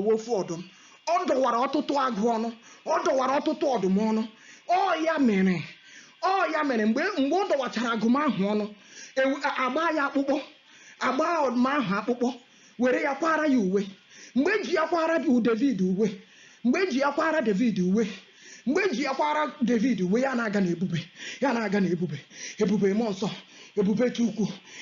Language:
Igbo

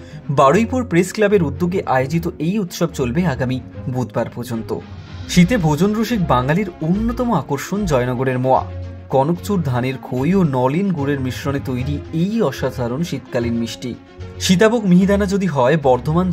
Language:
Bangla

